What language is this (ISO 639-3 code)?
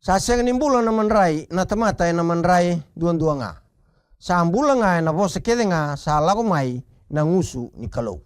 fij